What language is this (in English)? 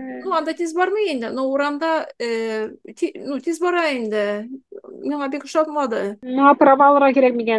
Tatar